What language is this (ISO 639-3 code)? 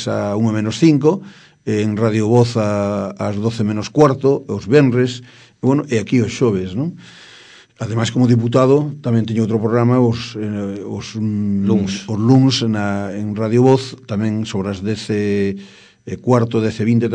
glg